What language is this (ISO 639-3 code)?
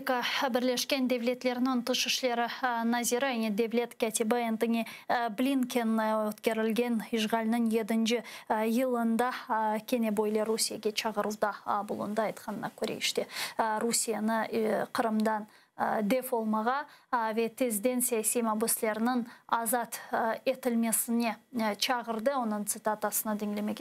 crh